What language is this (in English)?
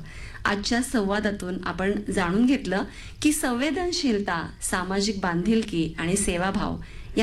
Marathi